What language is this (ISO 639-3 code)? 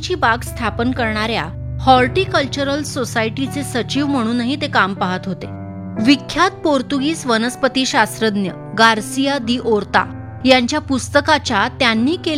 mar